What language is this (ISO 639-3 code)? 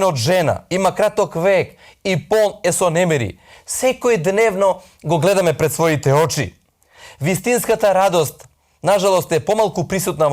mkd